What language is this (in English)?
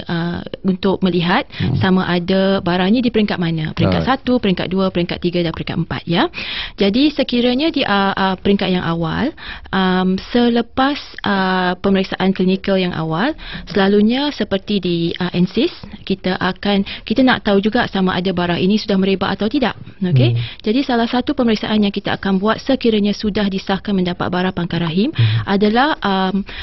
Malay